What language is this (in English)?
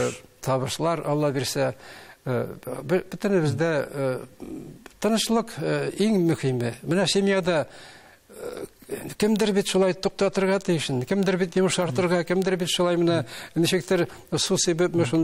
Tatar